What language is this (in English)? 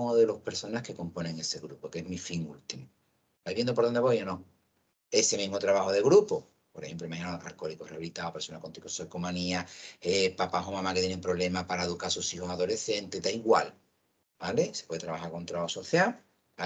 Spanish